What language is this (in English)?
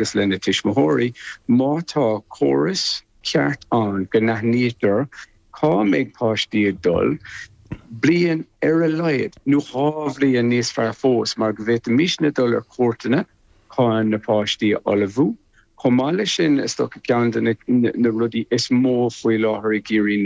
Irish